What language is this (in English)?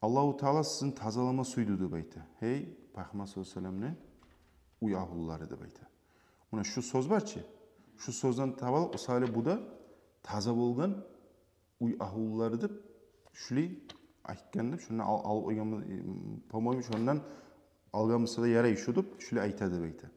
Kumyk